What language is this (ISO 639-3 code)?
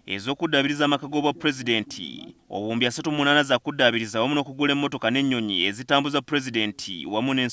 lug